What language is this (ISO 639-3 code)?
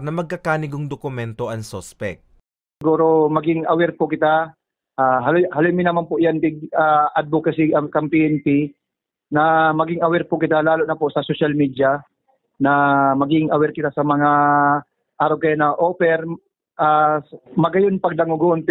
bik